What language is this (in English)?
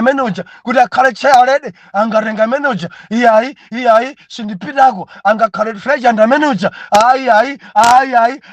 Nyanja